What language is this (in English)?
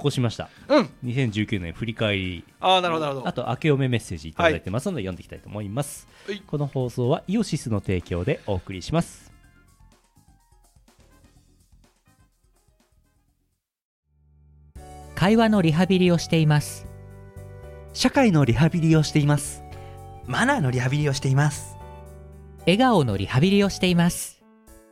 Japanese